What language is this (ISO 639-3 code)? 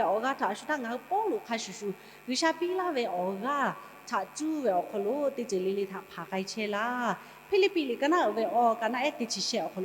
lhu